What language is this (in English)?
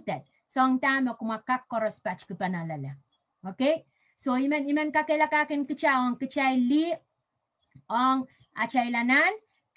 Pohnpeian